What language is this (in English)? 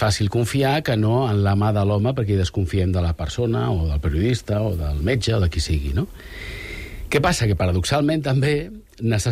Catalan